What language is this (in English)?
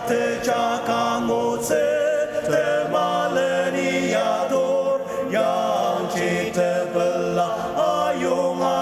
Ao Naga